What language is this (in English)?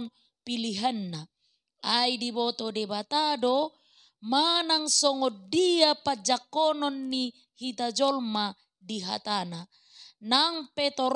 Batak Toba